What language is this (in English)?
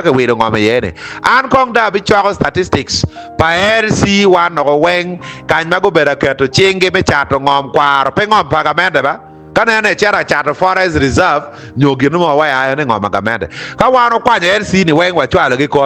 Acoli